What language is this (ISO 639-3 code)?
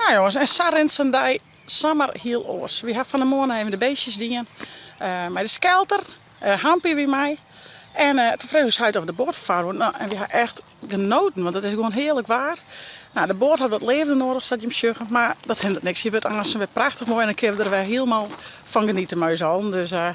fry